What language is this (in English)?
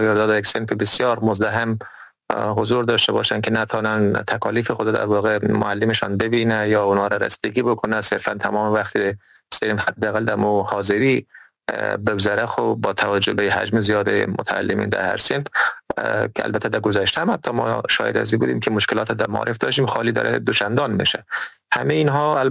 Persian